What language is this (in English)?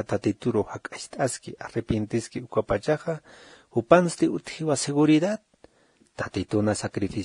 Aymara